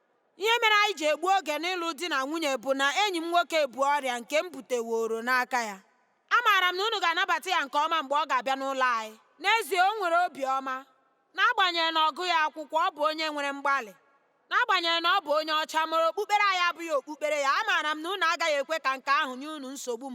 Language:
Igbo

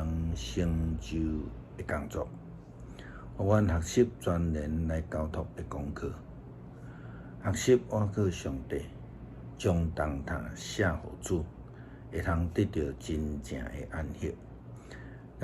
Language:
Min Nan Chinese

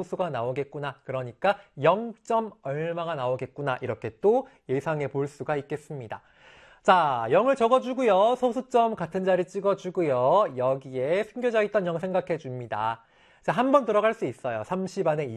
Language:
Korean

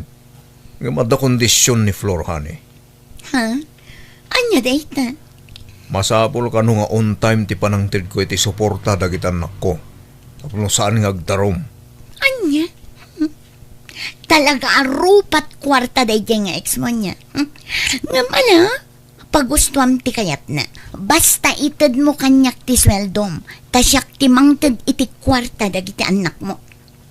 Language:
Iloko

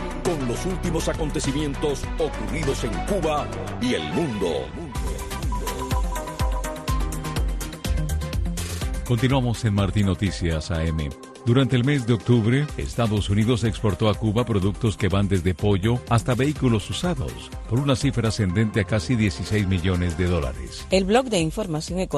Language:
Spanish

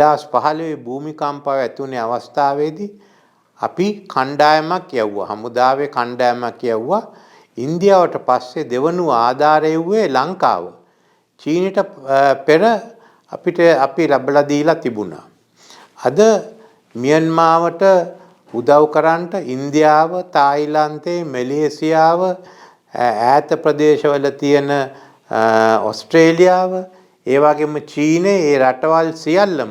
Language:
Sinhala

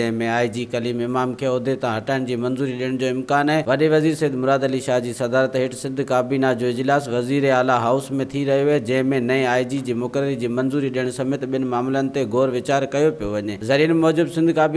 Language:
Sindhi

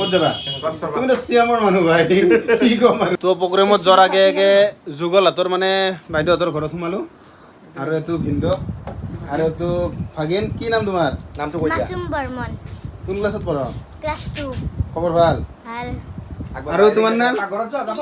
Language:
Assamese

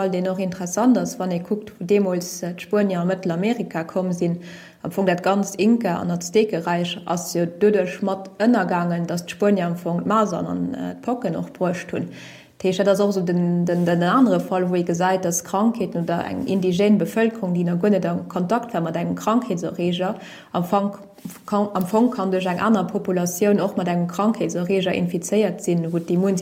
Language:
Luxembourgish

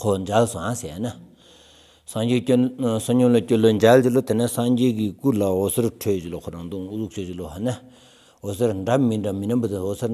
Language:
Stod Bhoti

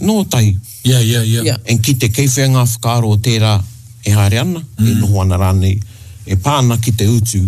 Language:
Māori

